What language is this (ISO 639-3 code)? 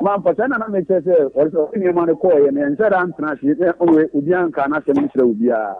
aka